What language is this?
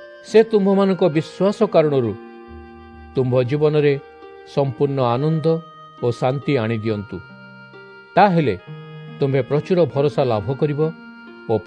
Odia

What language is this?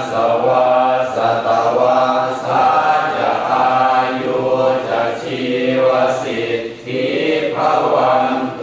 Pali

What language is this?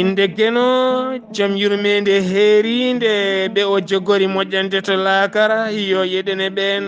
Fula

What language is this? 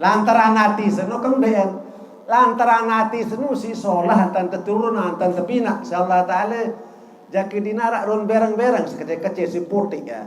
Sasak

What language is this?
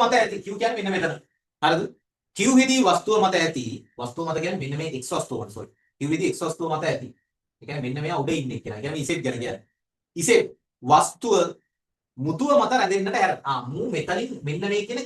Sinhala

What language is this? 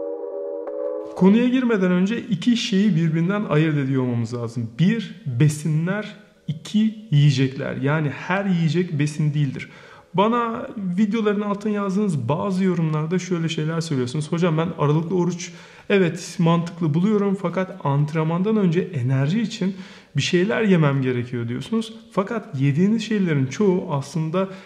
Turkish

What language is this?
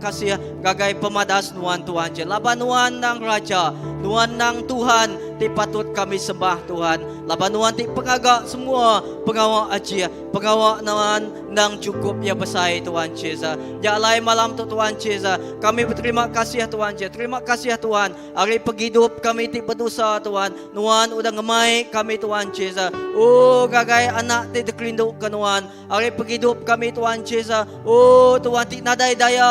Iban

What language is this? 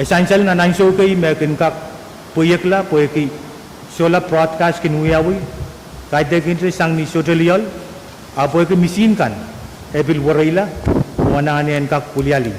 Pohnpeian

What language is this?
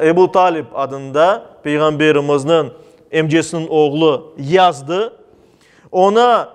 Crimean Tatar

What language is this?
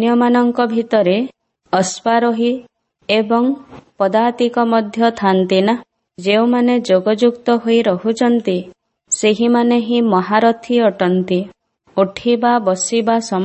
Odia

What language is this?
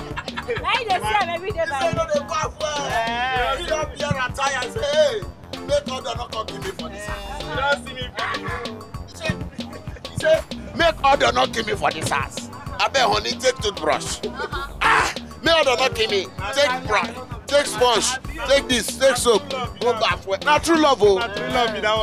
Nigerian Pidgin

